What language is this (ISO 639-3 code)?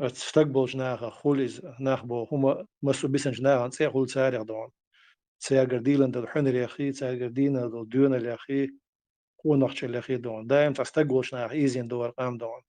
che